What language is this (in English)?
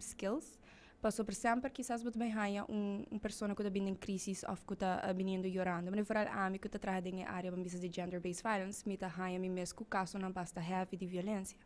Papiamento